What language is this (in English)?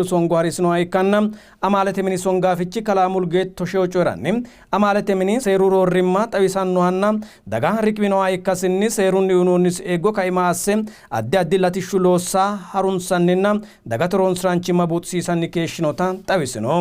Sidamo